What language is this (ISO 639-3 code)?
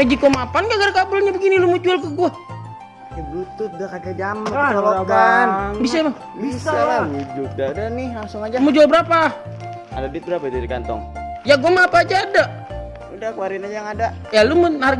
bew